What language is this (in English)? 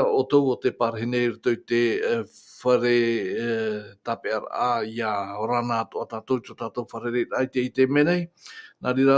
Tahitian